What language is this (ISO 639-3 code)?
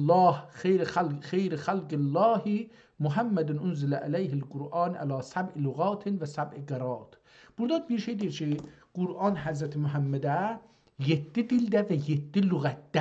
azb